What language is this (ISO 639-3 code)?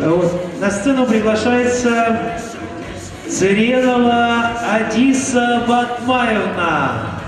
bua